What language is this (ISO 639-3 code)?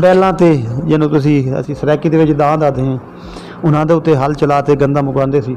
skr